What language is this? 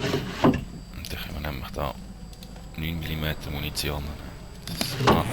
Swiss German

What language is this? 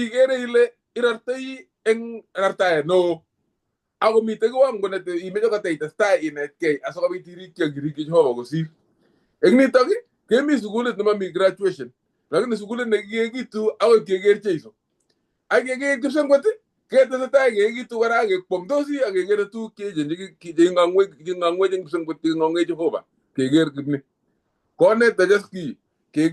Kalenjin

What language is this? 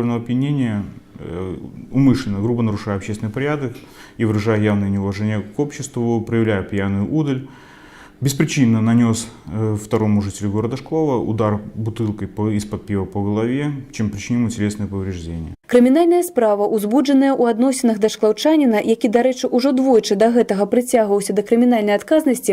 Belarusian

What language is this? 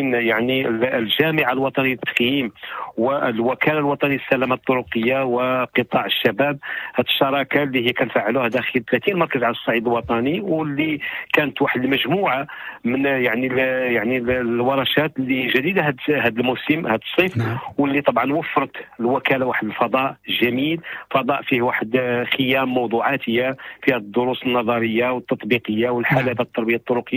Moroccan Arabic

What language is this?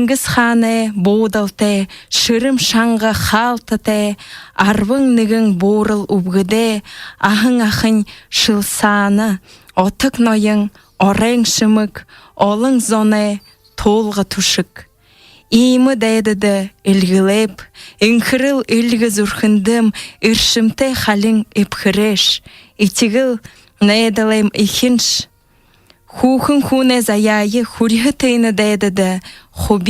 Buriat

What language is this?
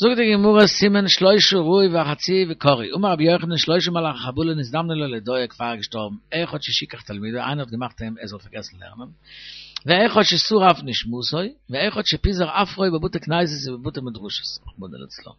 Yiddish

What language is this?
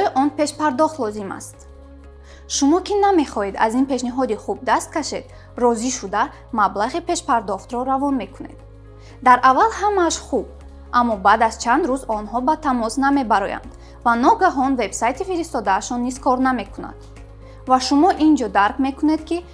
Tajik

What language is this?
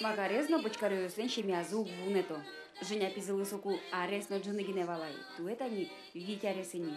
Udmurt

